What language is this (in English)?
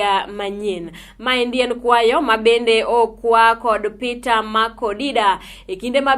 Luo (Kenya and Tanzania)